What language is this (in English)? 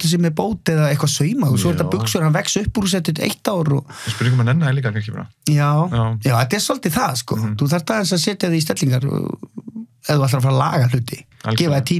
Icelandic